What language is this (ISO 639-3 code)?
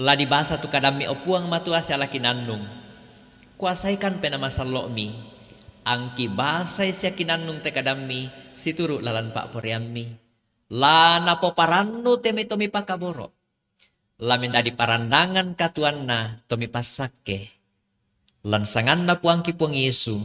sda